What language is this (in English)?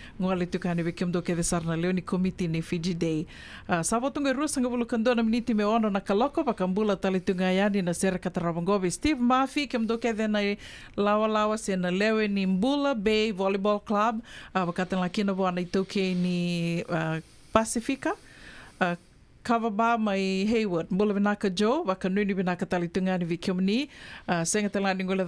Fijian